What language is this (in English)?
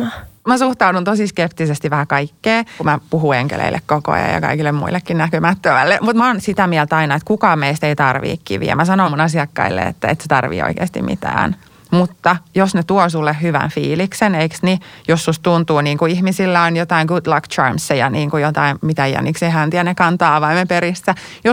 Finnish